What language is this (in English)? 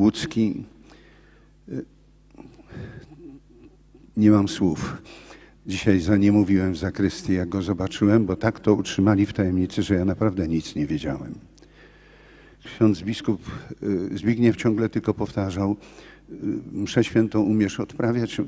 Polish